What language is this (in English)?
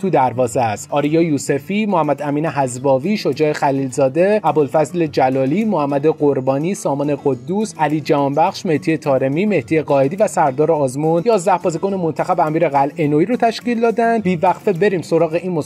Persian